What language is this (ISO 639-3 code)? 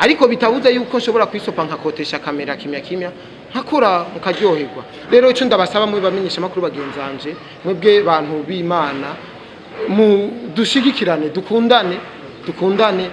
run